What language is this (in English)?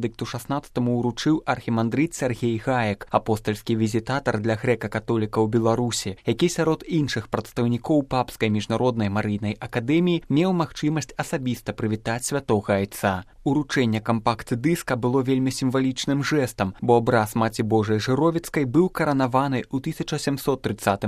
Belarusian